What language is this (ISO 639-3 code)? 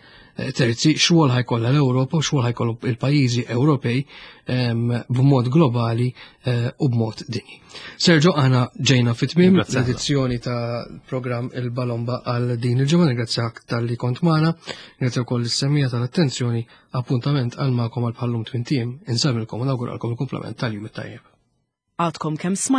mlt